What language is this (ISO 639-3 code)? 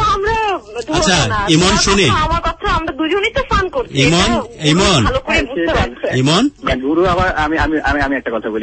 ben